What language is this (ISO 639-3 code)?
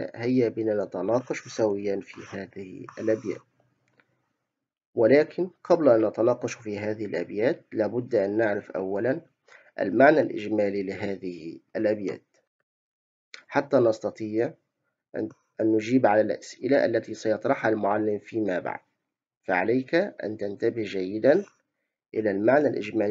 ara